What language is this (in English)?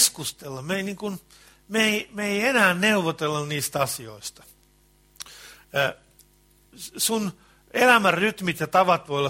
Finnish